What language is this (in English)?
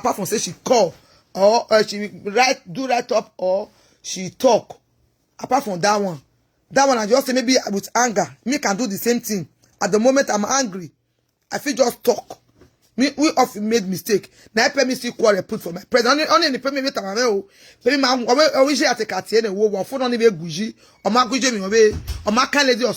Nigerian Pidgin